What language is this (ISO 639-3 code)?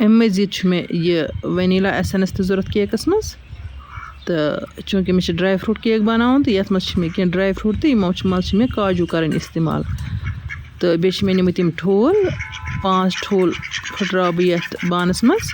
kas